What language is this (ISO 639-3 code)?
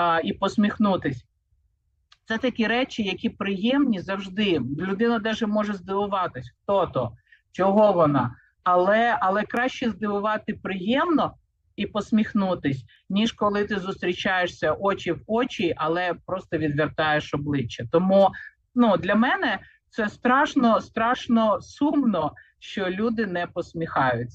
ukr